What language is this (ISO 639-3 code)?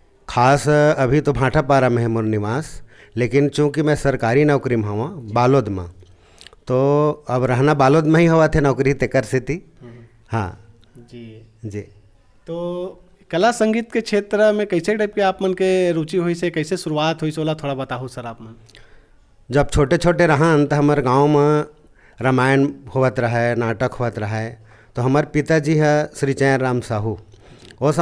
hne